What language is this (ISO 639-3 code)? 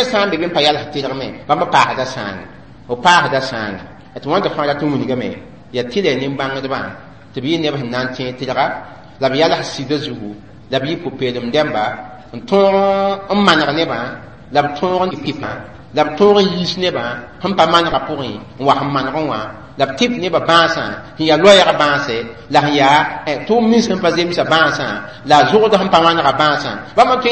mos